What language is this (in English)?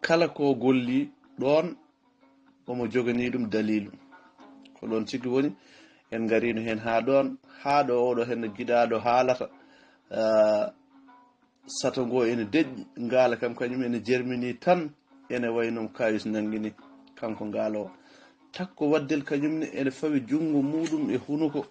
Fula